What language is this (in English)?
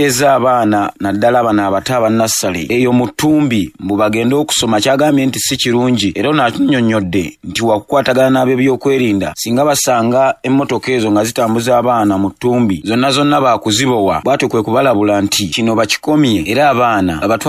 Ganda